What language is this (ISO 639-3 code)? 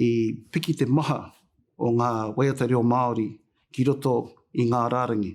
mri